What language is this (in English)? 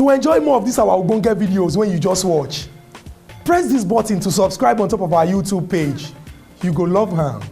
Nigerian Pidgin